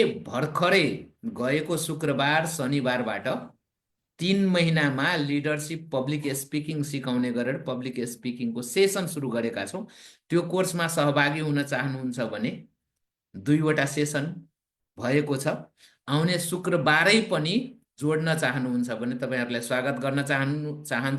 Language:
Nepali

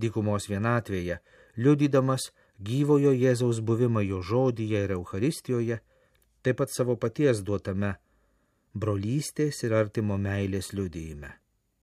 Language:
Lithuanian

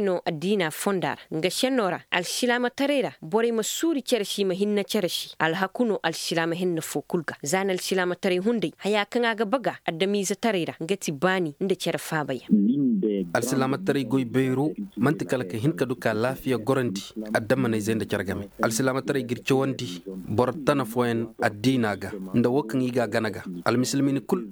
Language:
Zarma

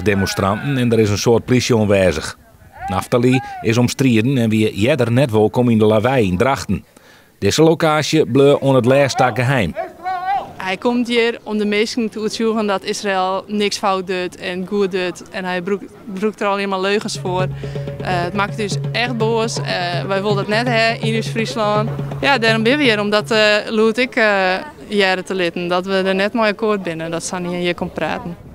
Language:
Western Frisian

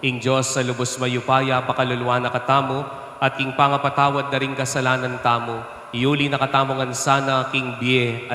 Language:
Pampanga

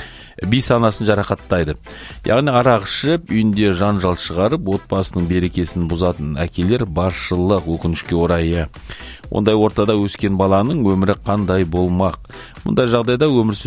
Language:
Kazakh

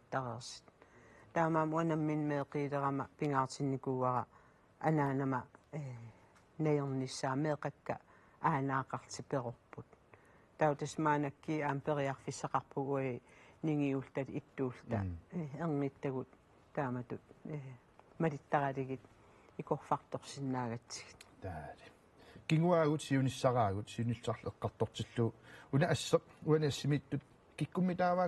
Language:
Kalaallisut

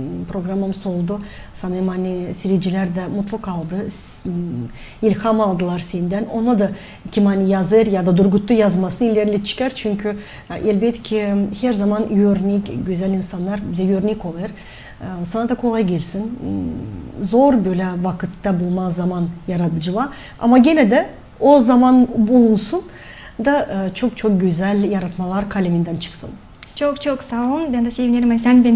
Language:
Gagauz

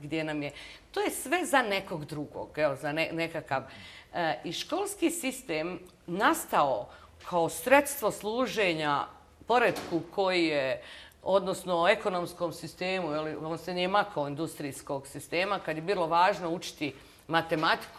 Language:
Bosnian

